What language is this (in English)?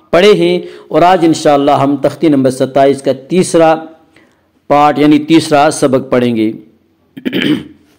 Urdu